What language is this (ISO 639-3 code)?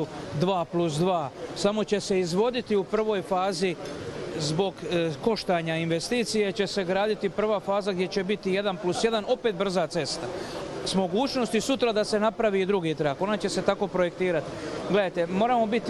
hrv